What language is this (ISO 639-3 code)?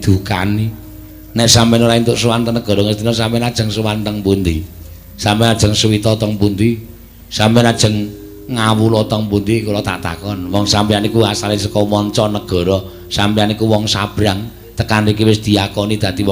jav